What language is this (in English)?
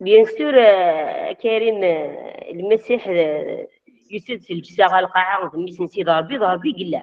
Kabyle